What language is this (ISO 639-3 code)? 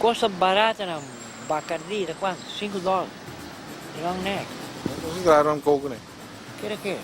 pap